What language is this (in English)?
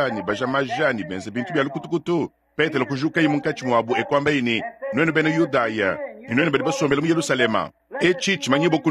Luba-Lulua